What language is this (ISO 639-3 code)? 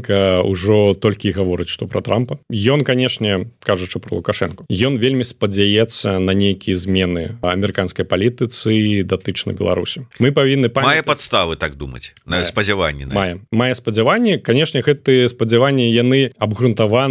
bel